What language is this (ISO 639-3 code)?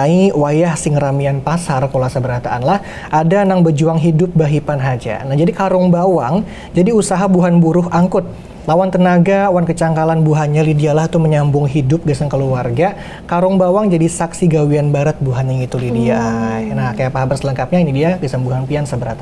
bjn